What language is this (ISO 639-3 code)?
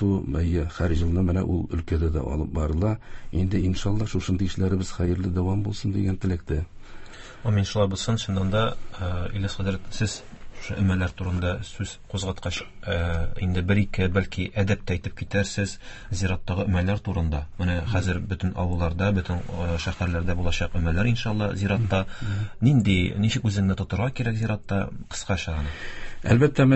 tat